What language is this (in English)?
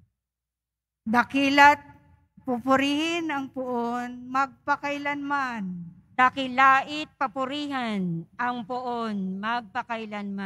Filipino